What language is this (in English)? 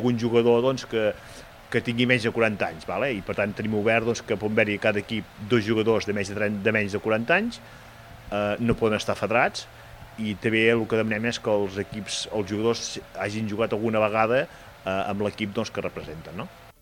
Catalan